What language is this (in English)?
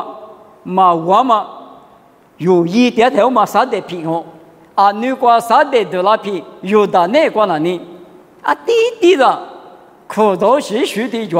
Lisu